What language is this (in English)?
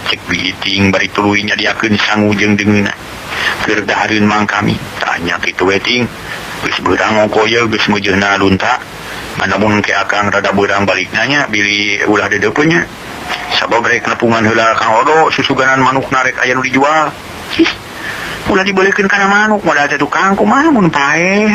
Sundanese